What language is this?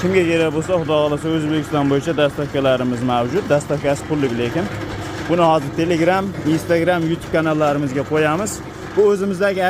Uzbek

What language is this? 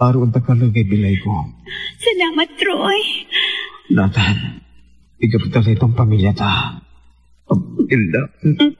Pangasinan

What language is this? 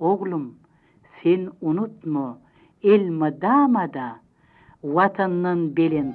Turkmen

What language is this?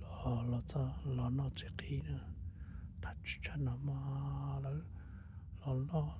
Hmong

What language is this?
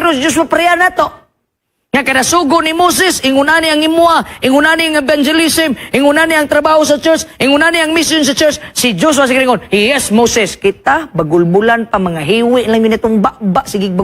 Cebuano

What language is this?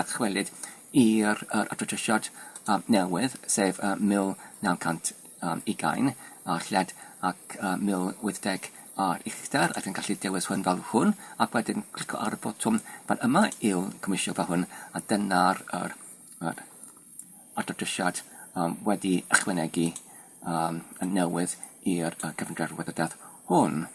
Welsh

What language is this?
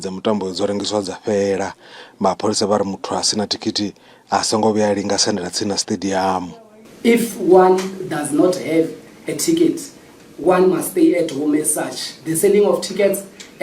Venda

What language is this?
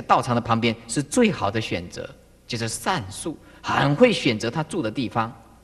Chinese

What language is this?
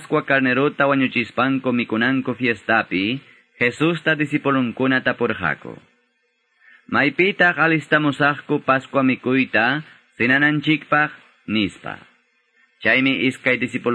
Quechua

